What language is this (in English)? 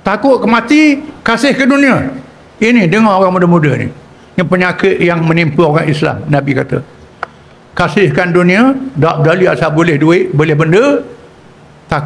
Malay